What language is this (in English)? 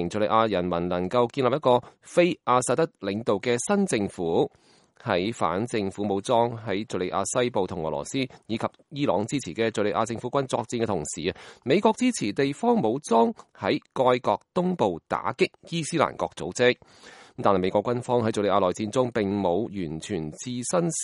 Cantonese